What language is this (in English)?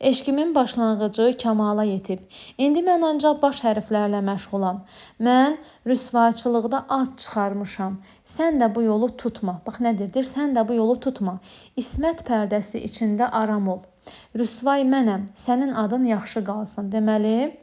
Azerbaijani